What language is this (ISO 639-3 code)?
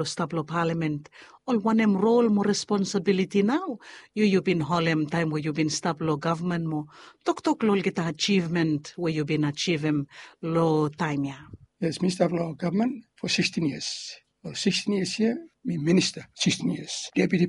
bis